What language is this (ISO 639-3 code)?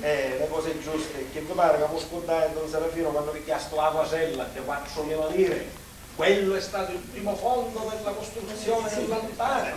scn